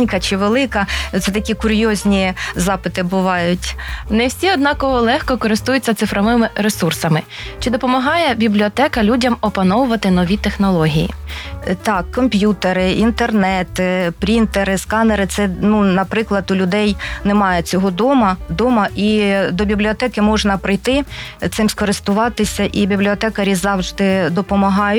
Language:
Ukrainian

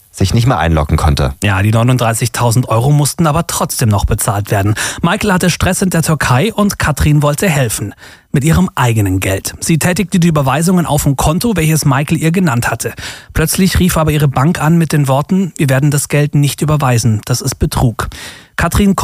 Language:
German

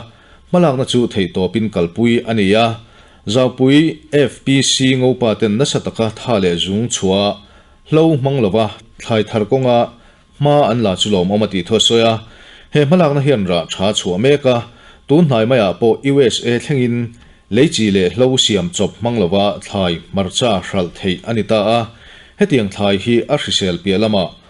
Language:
Mizo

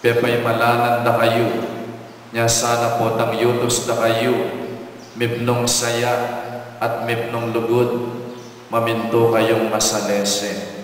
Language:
Pampanga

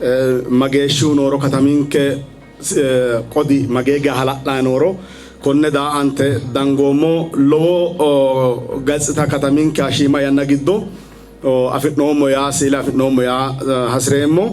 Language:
Sidamo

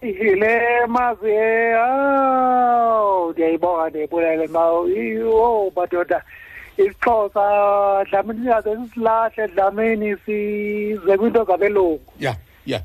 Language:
Xhosa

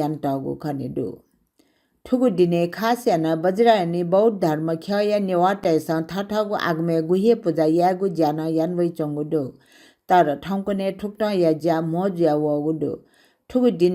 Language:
Newari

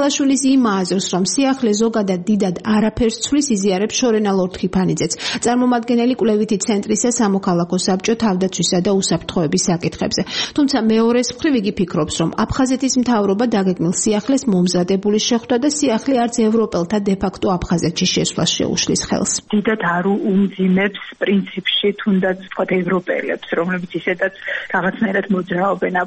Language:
Georgian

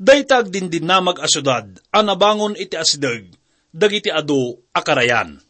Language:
Iloko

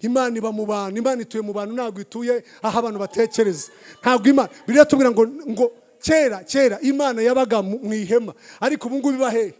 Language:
Kinyarwanda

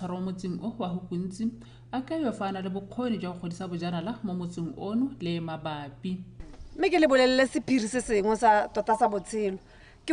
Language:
Tswana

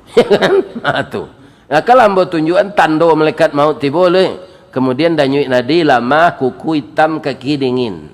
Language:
Minangkabau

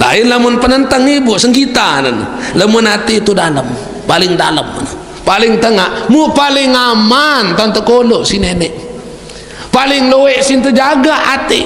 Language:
Sasak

